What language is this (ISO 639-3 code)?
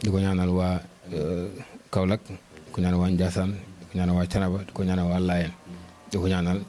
wol